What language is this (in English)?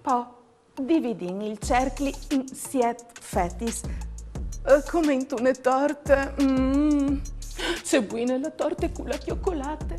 Friulian